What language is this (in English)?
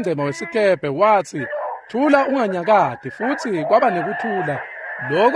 Swati